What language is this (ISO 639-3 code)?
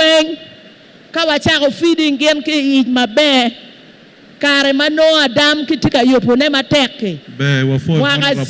ach